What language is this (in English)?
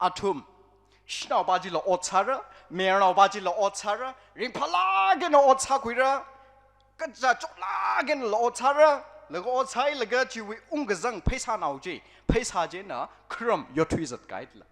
Tangkhul Naga (India)